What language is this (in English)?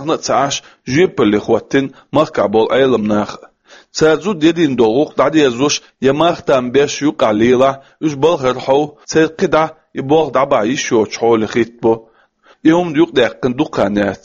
Chechen